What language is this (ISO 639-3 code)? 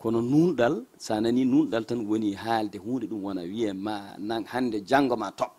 ful